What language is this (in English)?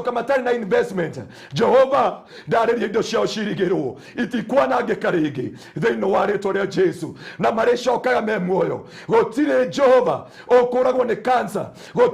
Kikuyu